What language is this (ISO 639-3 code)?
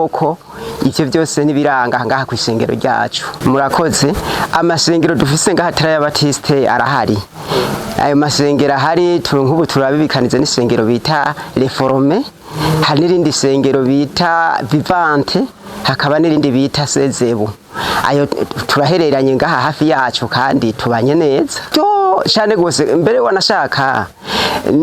run